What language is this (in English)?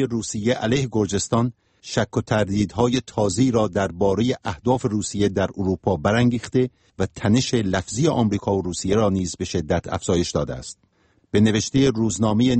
Persian